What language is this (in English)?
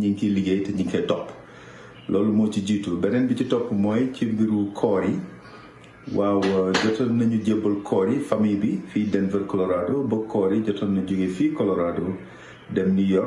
Wolof